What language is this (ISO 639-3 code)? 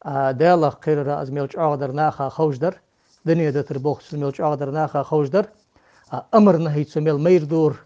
inh